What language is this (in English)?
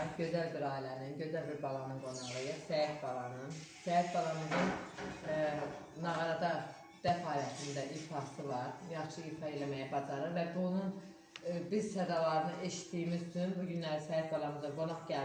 Azerbaijani